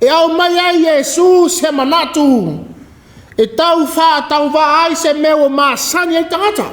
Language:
Samoan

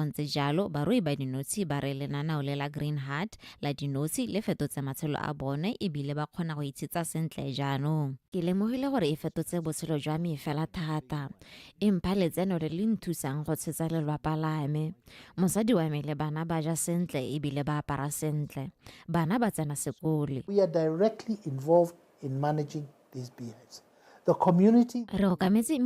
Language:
Tswana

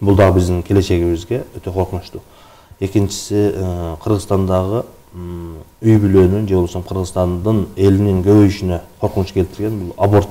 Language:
Kyrgyz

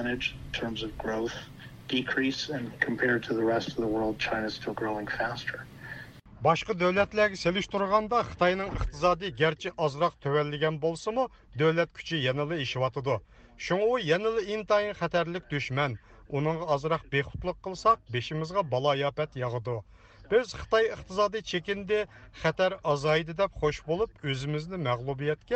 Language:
Uyghur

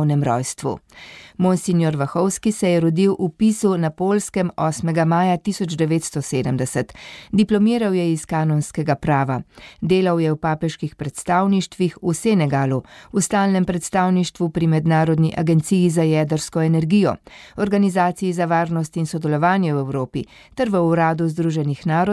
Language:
Slovenian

